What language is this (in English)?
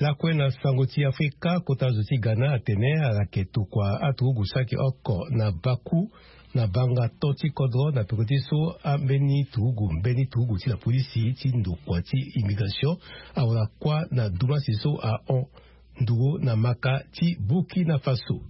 Sango